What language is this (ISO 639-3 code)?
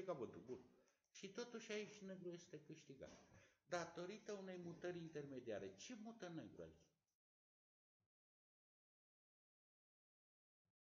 ron